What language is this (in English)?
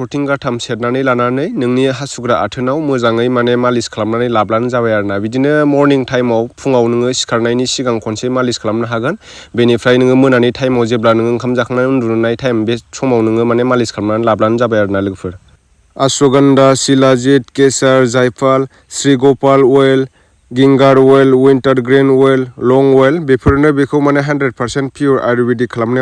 Bodo